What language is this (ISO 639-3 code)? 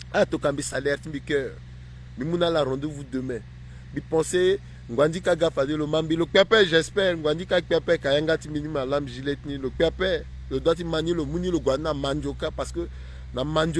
sag